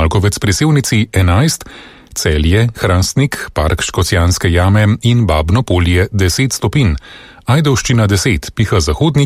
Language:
Slovenian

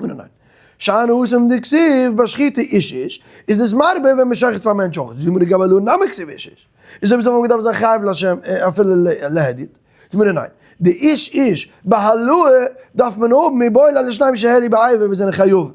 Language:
Yiddish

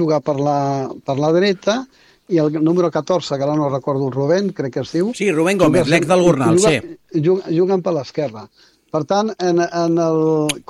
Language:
Catalan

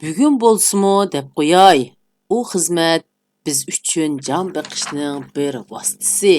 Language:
Uyghur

